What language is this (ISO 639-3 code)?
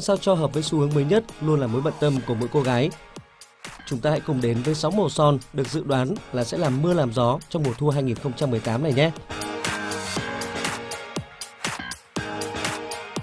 vie